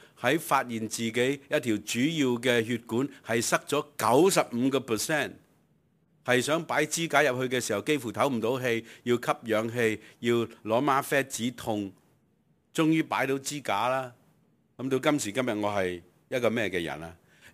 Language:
Cantonese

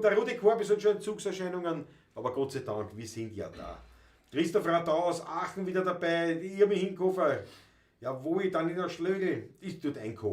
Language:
Bavarian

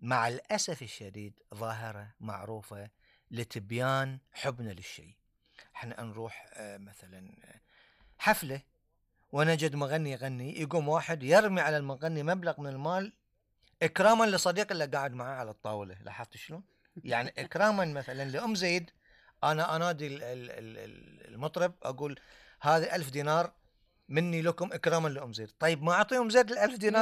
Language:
Gulf Arabic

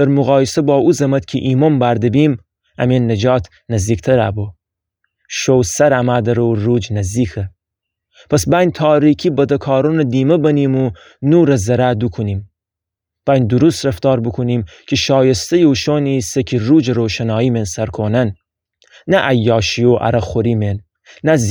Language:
Gilaki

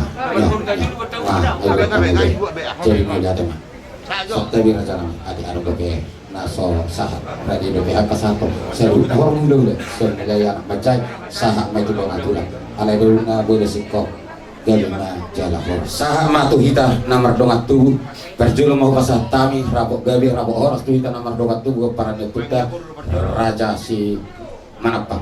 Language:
Batak Toba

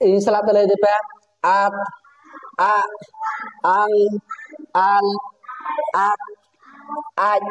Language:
Santali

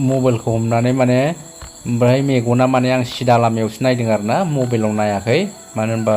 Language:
Bodo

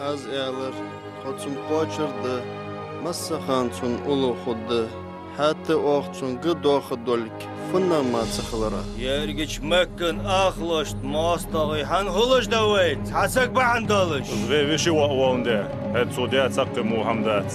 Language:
Ingush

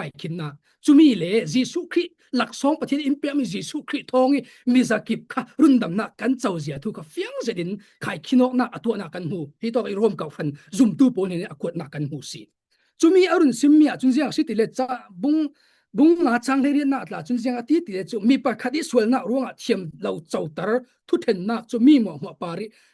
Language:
Falam Chin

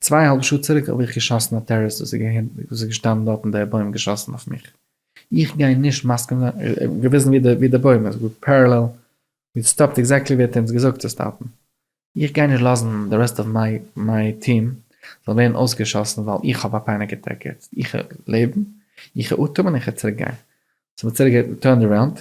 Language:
Yiddish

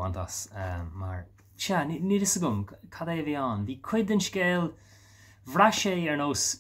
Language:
Irish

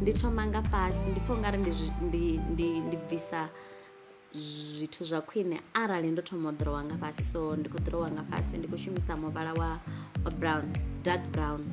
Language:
Venda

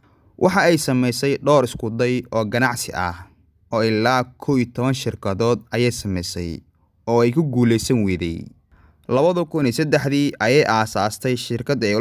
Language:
Somali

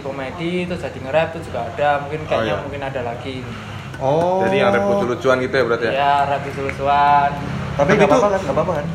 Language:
Indonesian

